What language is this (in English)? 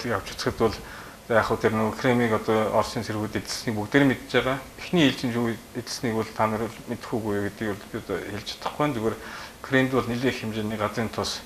Mongolian